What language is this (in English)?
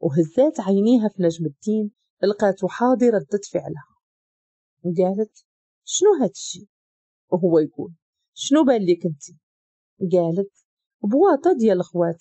Moroccan Arabic